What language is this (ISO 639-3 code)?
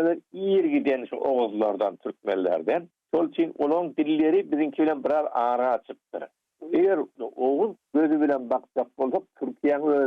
tuk